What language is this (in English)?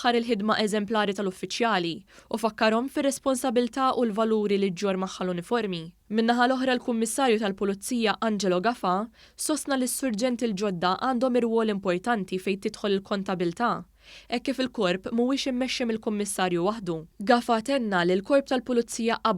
Maltese